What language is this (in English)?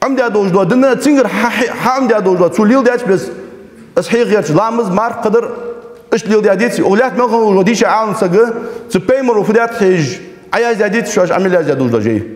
Ingush